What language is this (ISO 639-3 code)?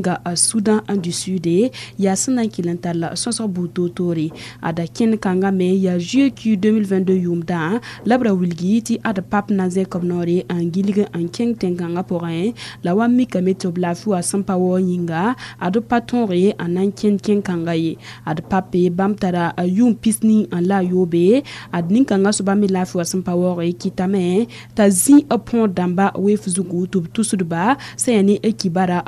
mos